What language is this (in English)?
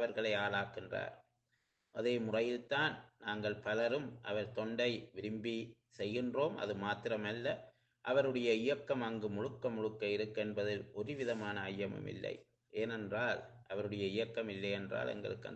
Tamil